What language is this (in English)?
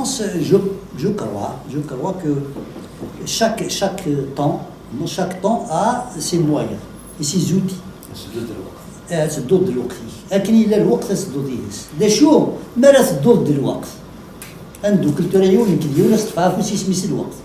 Kabyle